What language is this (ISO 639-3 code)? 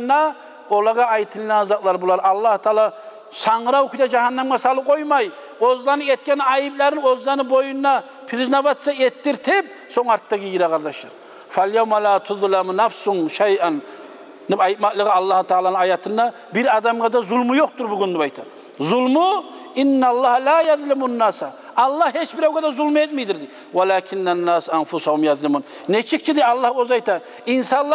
kum